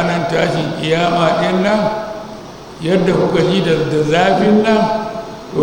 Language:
Hausa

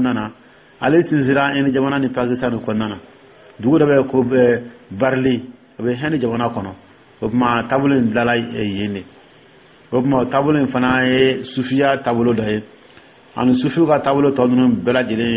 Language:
Dyula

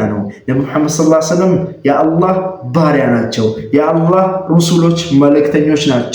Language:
Amharic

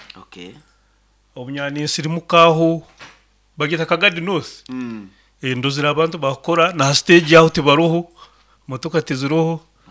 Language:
Nyoro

